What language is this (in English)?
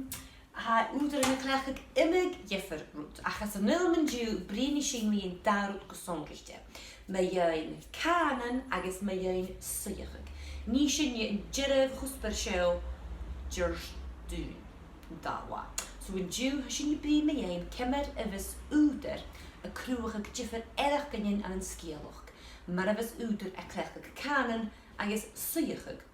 Scottish Gaelic